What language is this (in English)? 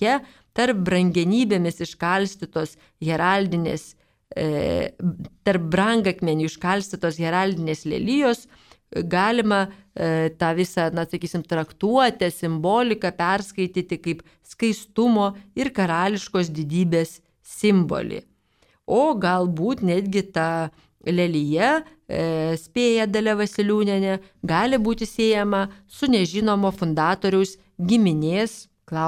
Lithuanian